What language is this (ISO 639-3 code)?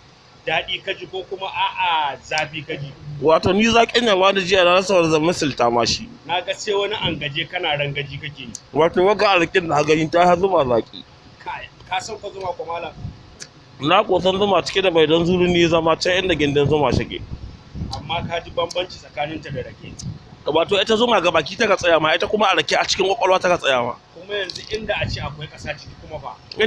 hau